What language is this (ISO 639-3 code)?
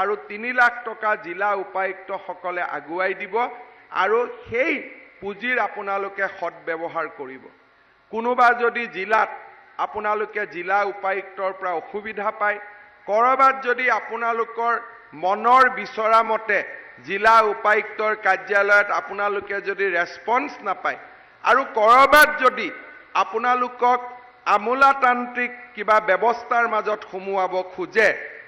asm